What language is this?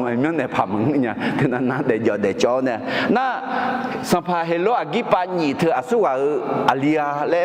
Akha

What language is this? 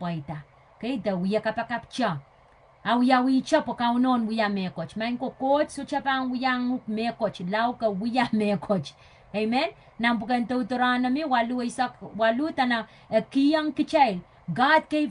Pohnpeian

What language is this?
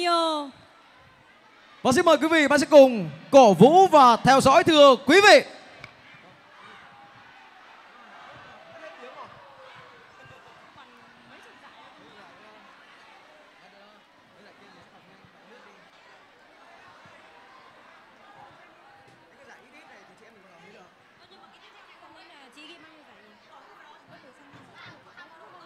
Vietnamese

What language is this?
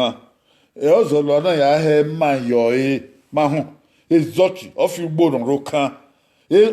Bini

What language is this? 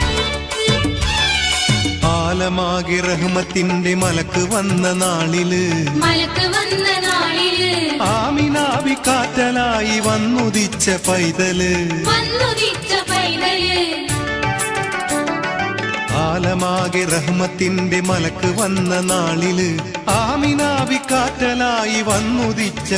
Malayalam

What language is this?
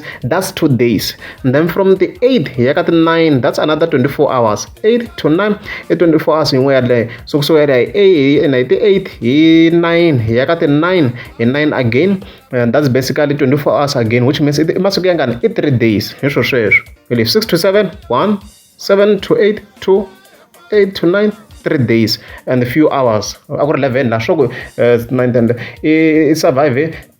Tsonga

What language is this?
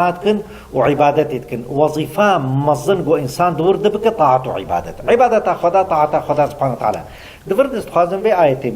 Kurdish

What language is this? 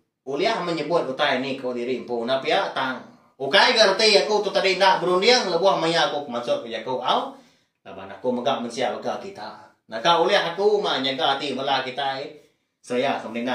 Iban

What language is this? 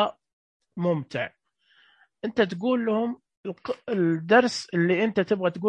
Najdi Arabic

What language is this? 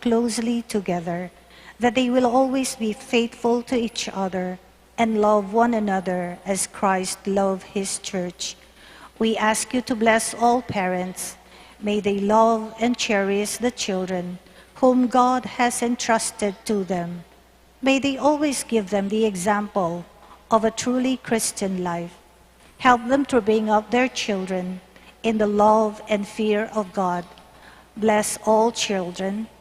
Pampanga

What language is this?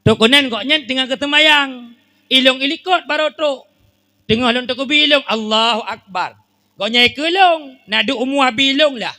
Achinese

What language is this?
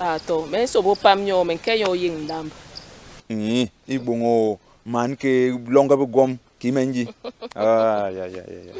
Basaa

